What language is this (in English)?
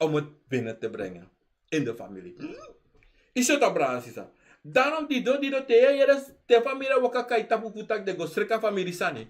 Sranan Tongo